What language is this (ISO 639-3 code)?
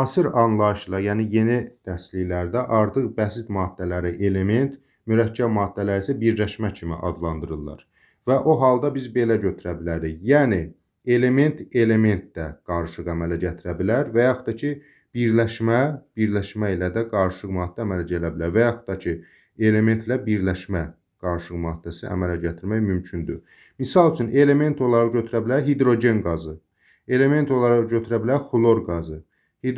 aze